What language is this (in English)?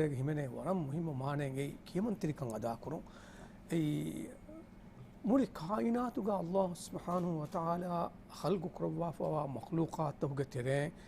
Divehi